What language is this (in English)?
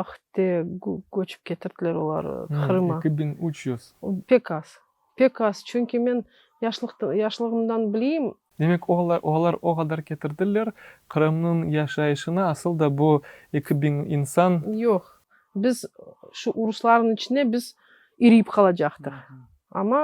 Crimean Tatar